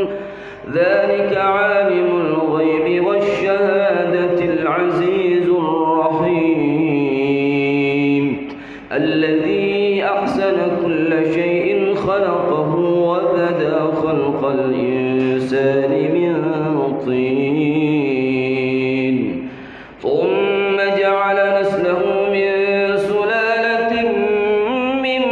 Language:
Arabic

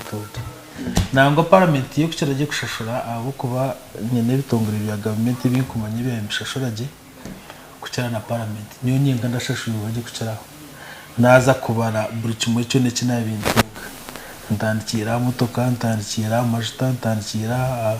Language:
Nyankole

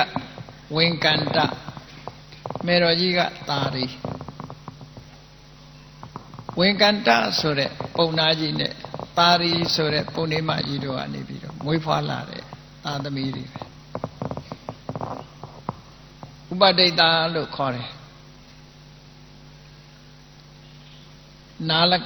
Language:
Burmese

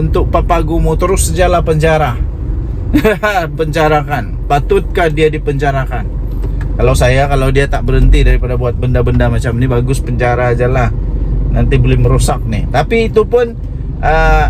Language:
Malay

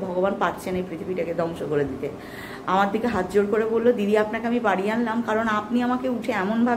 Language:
Bangla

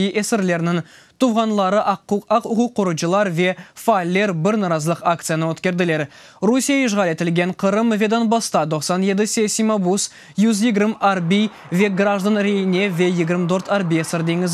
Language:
Crimean Tatar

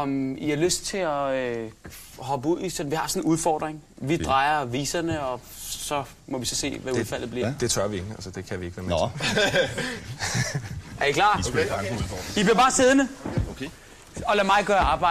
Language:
Danish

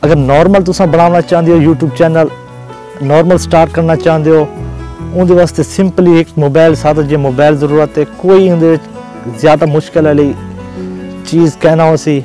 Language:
Saraiki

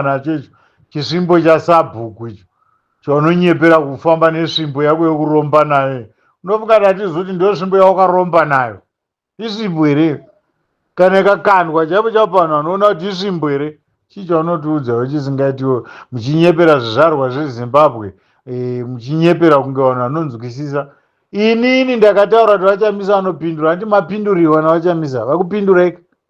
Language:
Shona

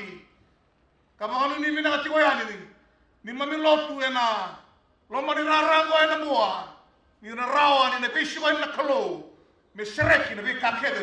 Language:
Fijian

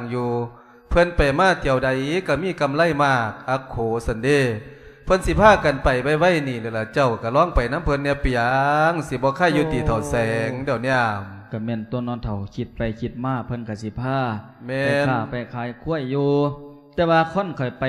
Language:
Lao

